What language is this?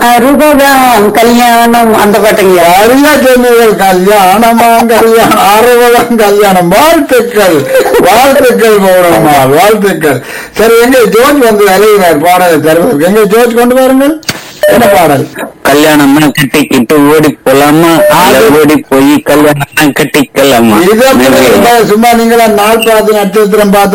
Tamil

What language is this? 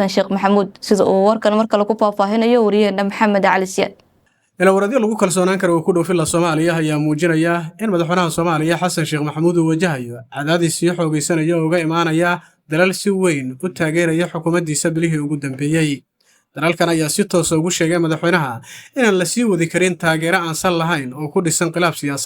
Somali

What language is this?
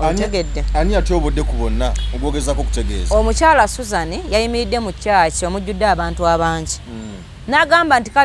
Ganda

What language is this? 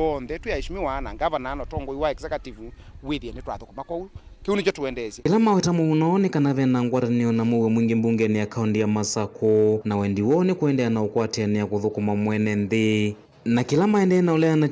Kamba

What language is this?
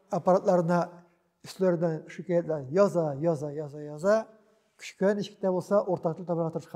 Tatar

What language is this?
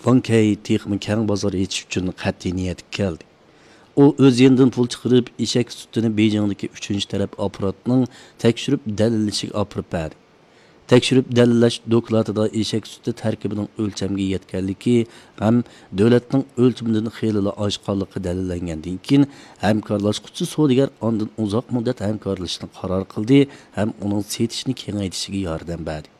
Uyghur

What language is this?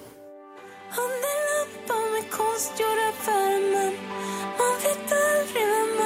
Swedish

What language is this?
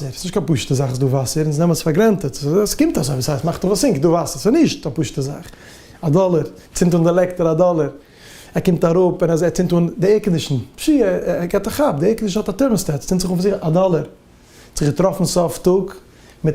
Yiddish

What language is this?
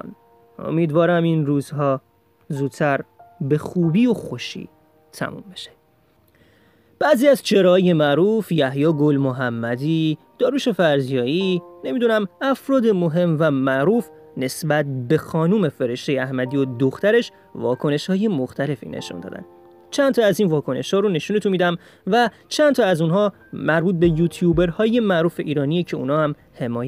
Persian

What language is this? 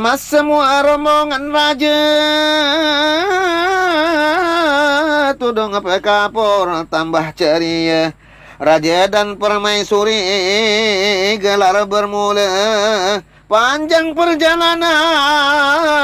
Malay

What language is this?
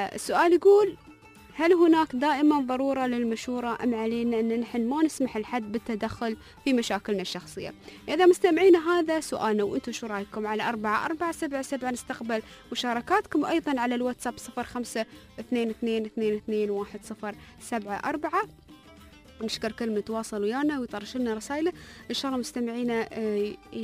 Gulf Arabic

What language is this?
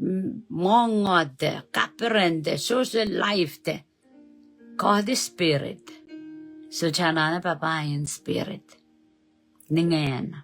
Pohnpeian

